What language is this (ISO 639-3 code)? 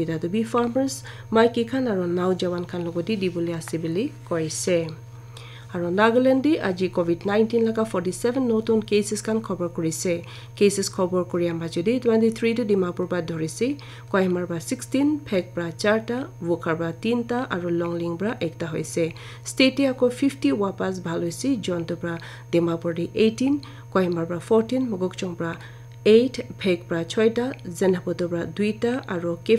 nag